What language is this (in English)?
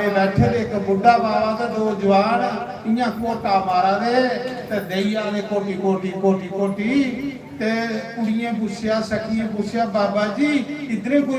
Dogri